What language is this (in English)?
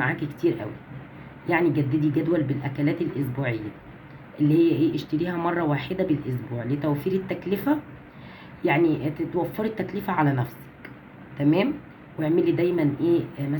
Egyptian Arabic